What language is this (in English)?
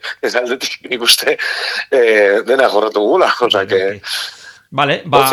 Basque